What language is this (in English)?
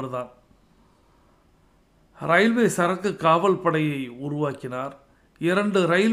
Tamil